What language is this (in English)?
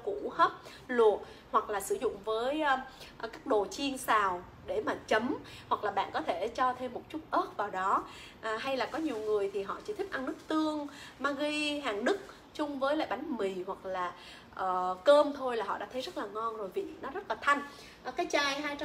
Vietnamese